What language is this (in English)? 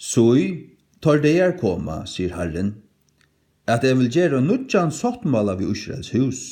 Faroese